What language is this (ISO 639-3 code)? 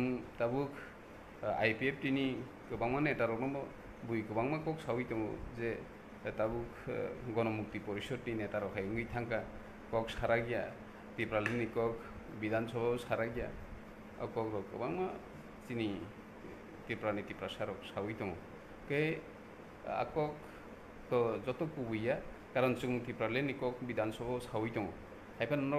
trp